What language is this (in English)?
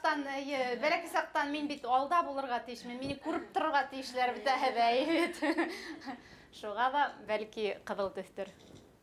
Bashkir